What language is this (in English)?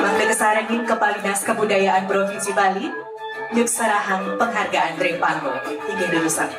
Balinese